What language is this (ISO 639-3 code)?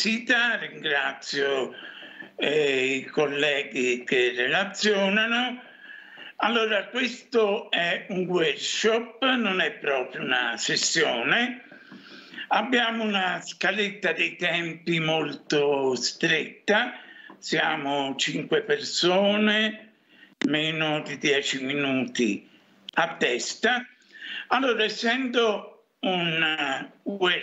ita